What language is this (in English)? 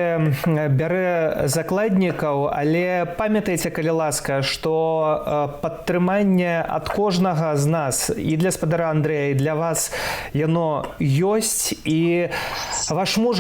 Belarusian